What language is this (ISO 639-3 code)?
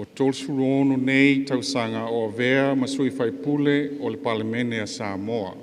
smo